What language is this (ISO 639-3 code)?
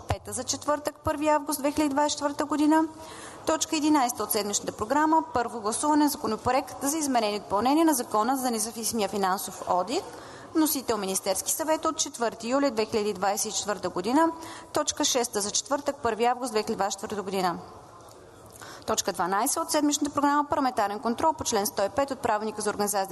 bul